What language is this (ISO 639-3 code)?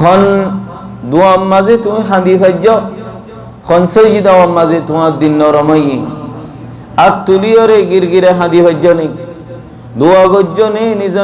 rhg